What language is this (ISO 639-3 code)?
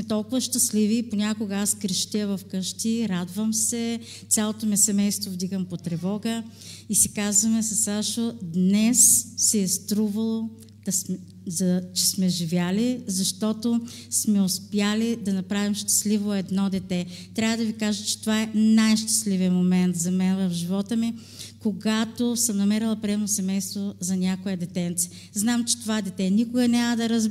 bul